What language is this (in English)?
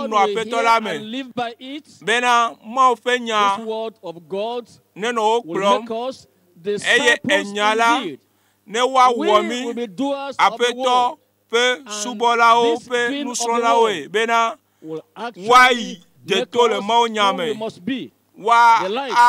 Ewe